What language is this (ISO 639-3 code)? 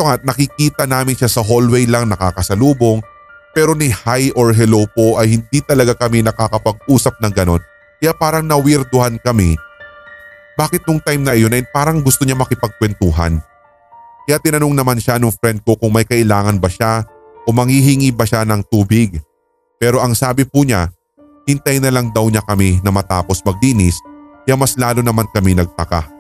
fil